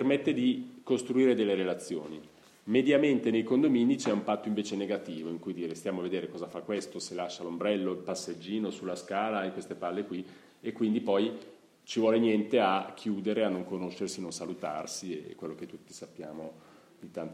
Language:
Italian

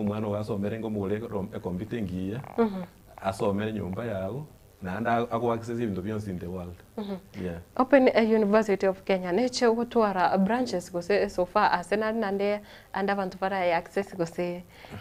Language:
Gusii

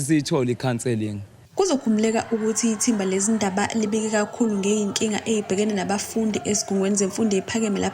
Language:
Zulu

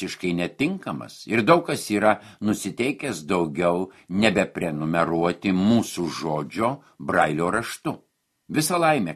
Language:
Lithuanian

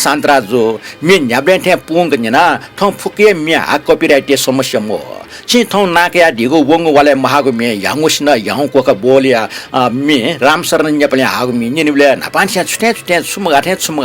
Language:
Newari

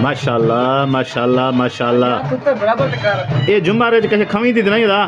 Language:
Saraiki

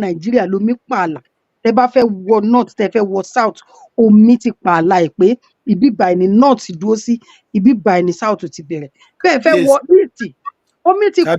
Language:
Yoruba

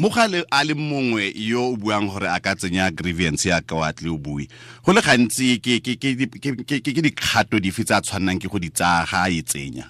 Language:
Tswana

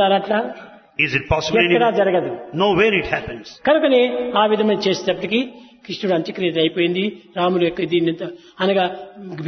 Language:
Telugu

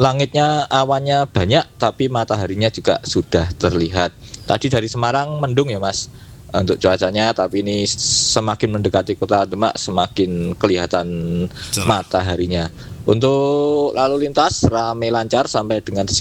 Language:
Indonesian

